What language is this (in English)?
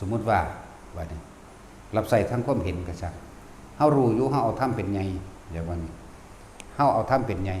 Northeastern Thai